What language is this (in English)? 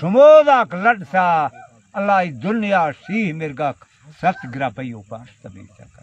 Baluchi